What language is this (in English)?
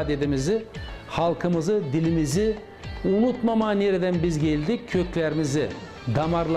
Gagauz